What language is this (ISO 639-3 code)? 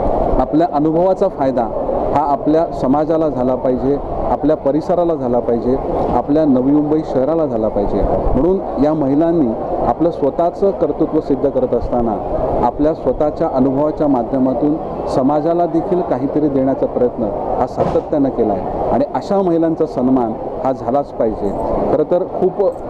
mar